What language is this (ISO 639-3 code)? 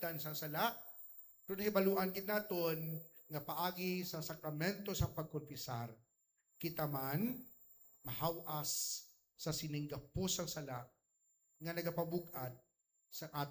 hil